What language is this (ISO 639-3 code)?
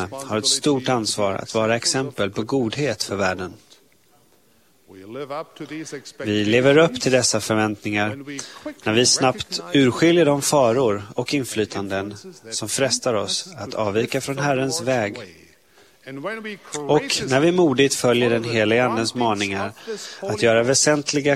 swe